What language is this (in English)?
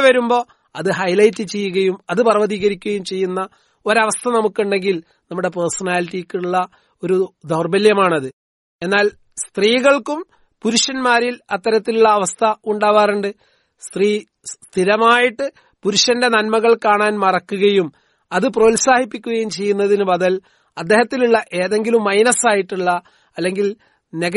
Malayalam